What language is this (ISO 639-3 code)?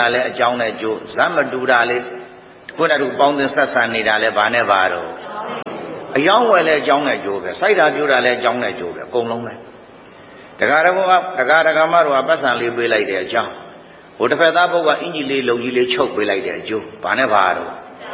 mya